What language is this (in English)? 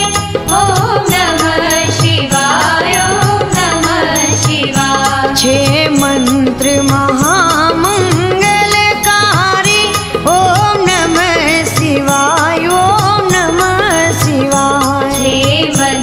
Gujarati